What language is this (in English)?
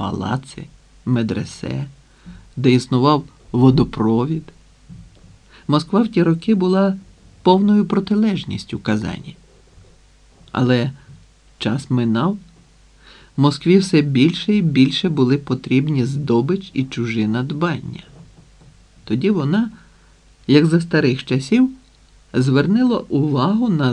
Ukrainian